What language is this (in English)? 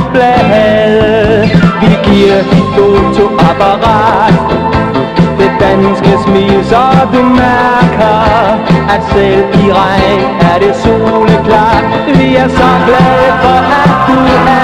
Danish